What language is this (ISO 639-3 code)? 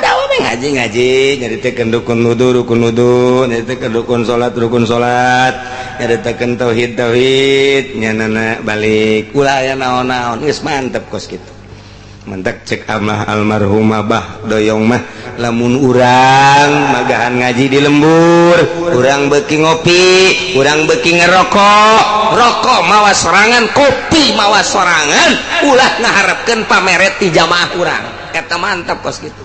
sun